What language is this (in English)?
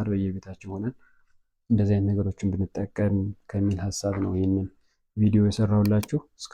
Amharic